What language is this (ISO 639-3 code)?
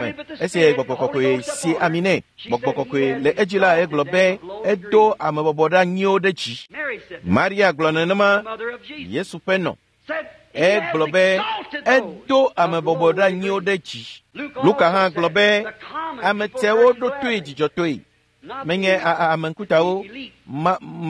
ewe